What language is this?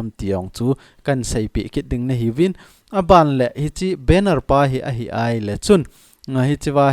Thado Chin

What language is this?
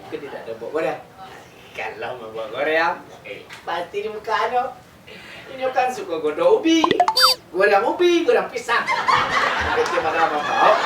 Minangkabau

